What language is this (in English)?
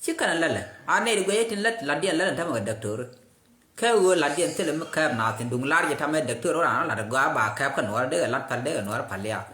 Nuer